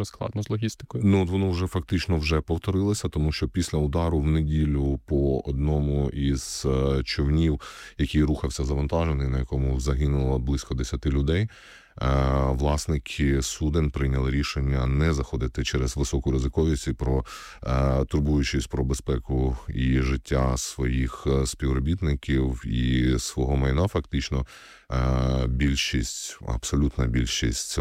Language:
Ukrainian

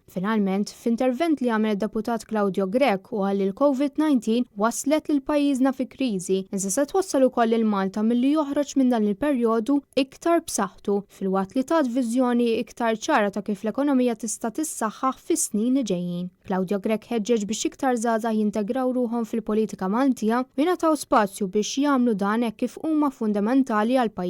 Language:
Maltese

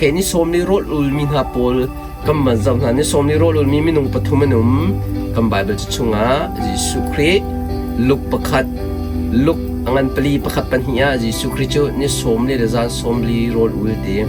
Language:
Hakha Chin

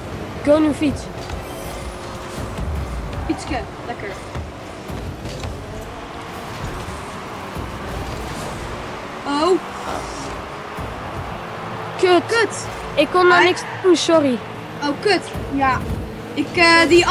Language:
Dutch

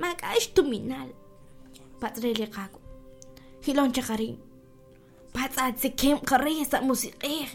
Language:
Kekchí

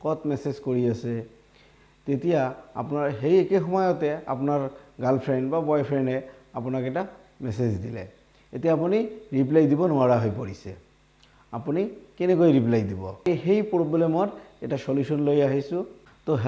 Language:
Assamese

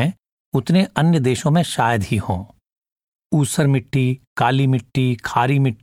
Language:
Hindi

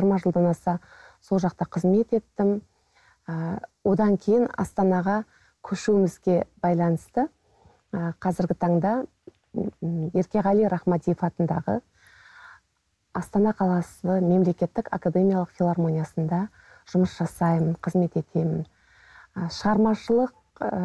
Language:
Kazakh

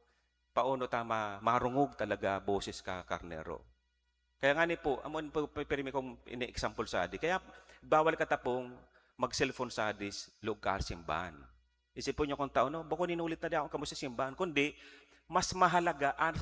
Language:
Bikol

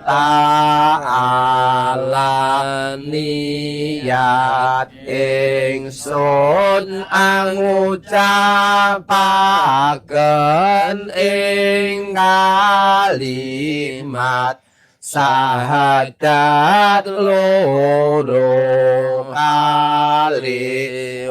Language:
Javanese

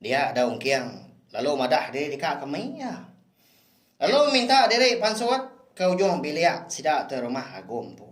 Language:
Iban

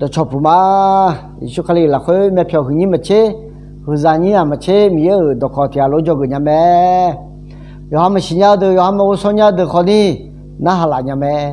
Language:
Akha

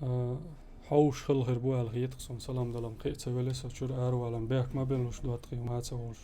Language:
Chechen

